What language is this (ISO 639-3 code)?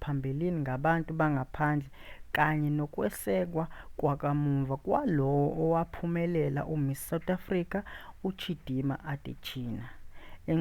zul